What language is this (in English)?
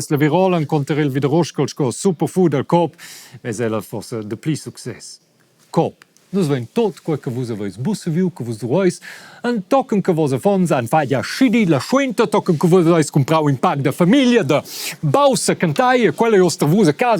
Romansh